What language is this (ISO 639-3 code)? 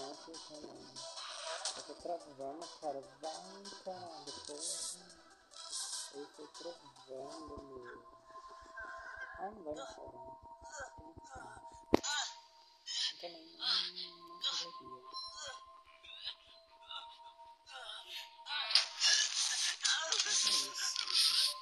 por